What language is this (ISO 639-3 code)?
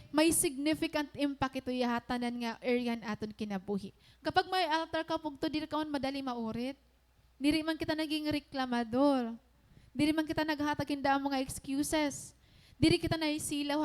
war